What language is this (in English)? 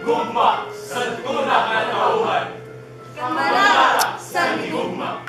Waray